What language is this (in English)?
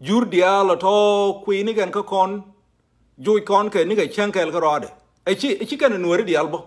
Nuer